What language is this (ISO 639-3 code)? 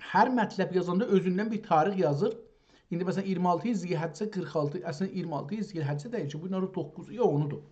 azb